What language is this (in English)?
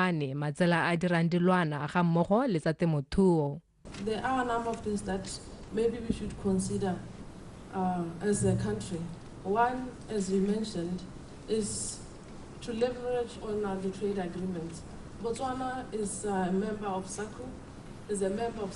Tswana